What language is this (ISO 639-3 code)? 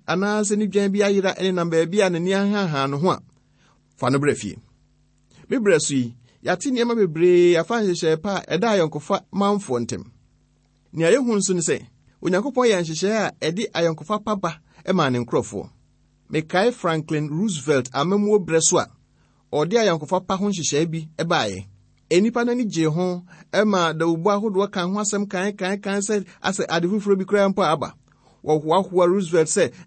aka